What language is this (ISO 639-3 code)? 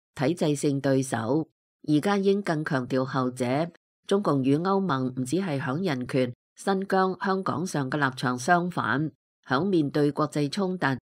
yue